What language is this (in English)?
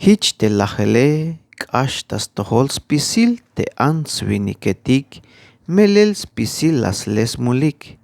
Tzeltal